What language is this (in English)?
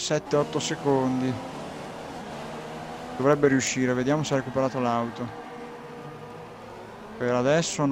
Italian